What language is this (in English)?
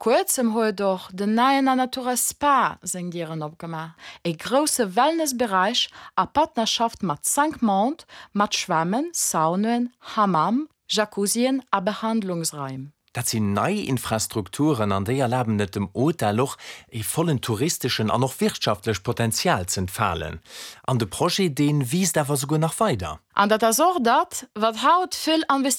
Luxembourgish